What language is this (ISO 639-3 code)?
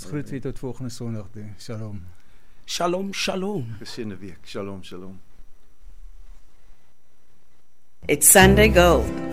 afr